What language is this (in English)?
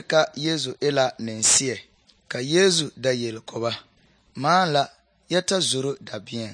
Southern Dagaare